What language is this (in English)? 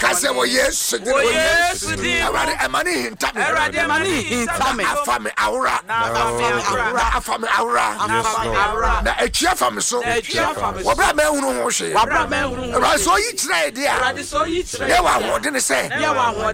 Akan